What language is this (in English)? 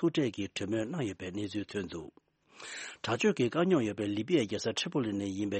Tibetan